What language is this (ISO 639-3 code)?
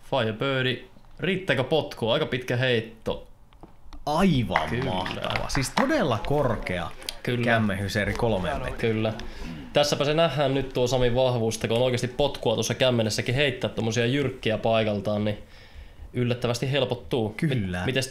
fin